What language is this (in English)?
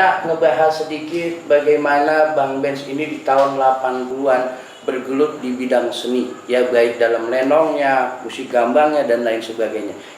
Betawi